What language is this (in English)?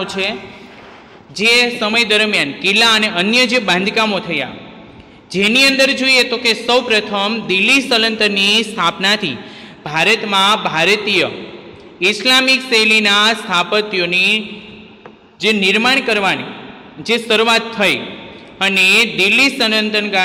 Gujarati